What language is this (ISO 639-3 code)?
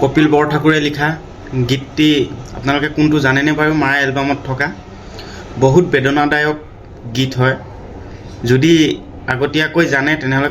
asm